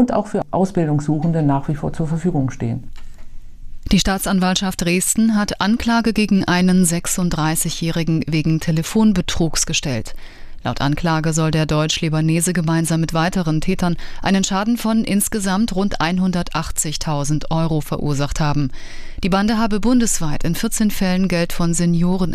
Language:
German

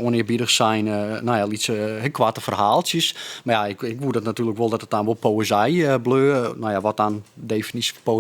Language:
Western Frisian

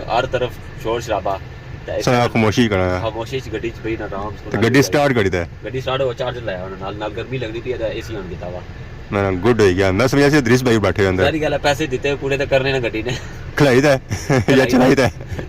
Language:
Pahari-Potwari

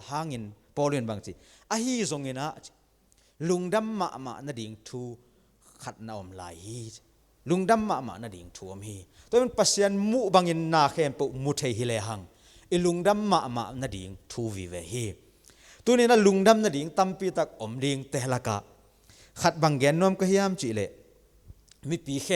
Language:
Tedim Chin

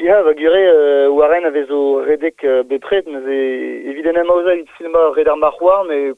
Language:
Breton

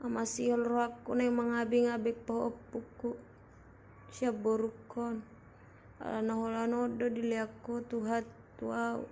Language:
Batak Toba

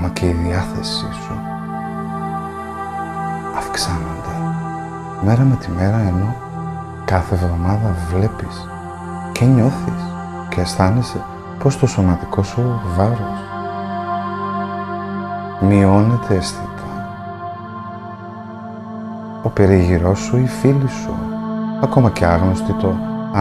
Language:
Greek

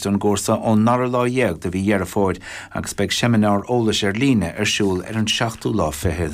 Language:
Irish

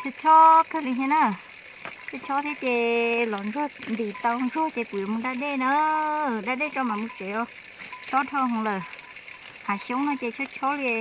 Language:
Hmong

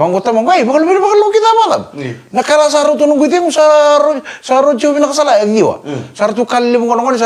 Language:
Fijian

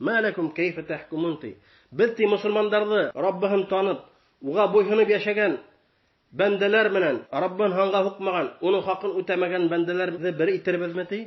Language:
Bashkir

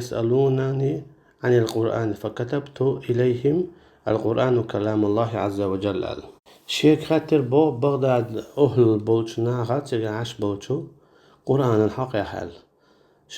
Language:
Chechen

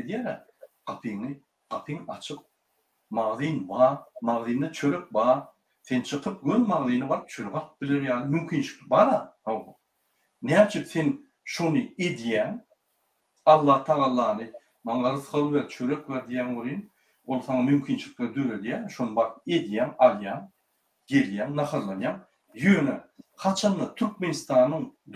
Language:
Turkmen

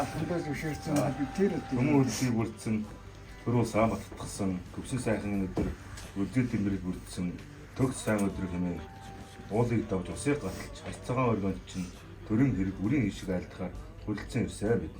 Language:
Mongolian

